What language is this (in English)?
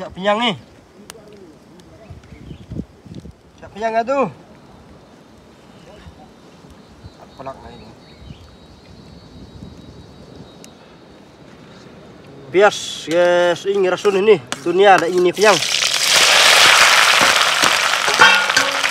Malay